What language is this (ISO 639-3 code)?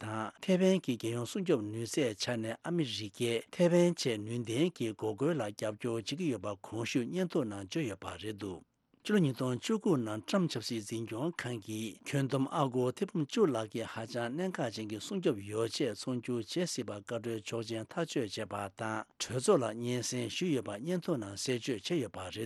bod